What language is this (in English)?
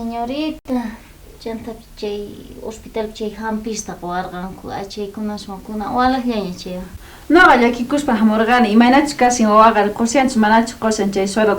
South Bolivian Quechua